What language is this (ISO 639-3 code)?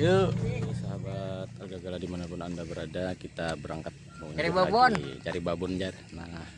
bjn